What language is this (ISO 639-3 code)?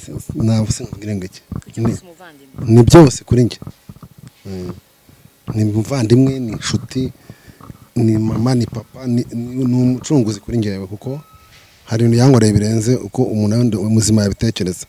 kin